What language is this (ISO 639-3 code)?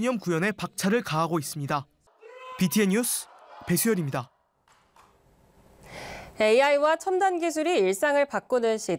kor